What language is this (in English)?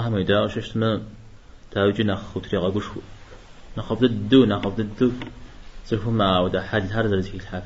Kabardian